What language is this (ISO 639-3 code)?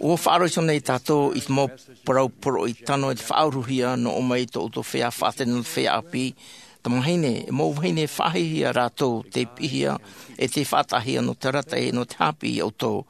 tah